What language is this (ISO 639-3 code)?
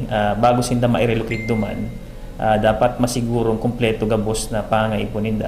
bik